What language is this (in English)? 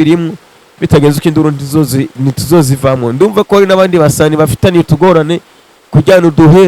Rundi